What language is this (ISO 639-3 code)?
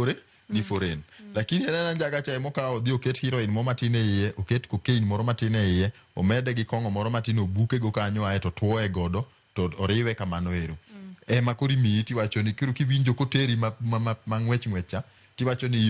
luo